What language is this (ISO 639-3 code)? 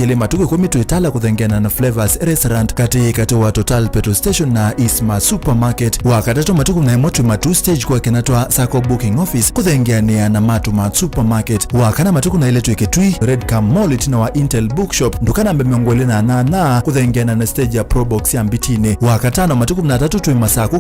kam